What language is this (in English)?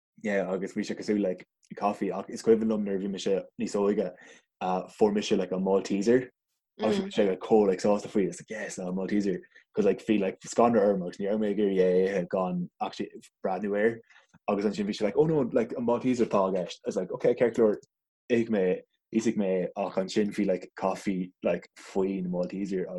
Irish